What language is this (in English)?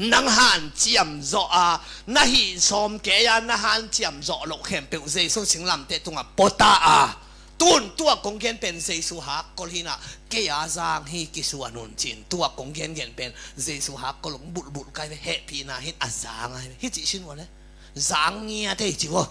Tedim Chin